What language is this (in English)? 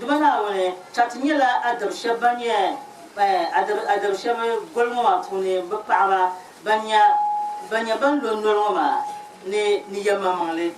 Dagbani